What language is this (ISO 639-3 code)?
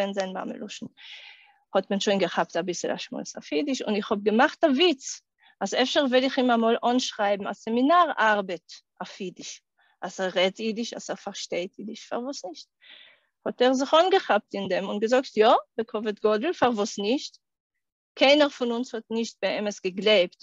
yid